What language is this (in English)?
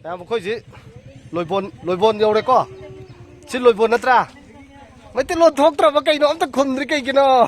Manipuri